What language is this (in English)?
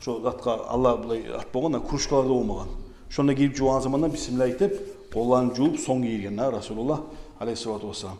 Kumyk